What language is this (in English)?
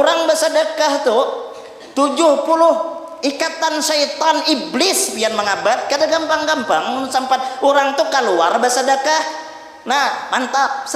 Banjar